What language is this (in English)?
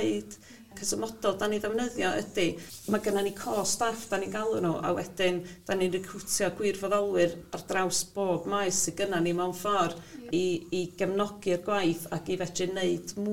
Welsh